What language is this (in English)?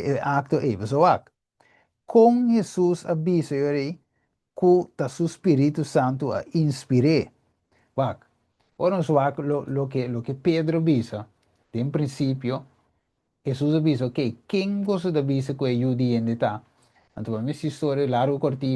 Papiamento